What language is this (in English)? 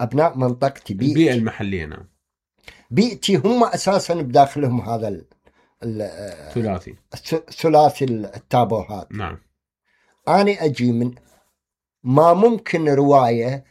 Mesopotamian Arabic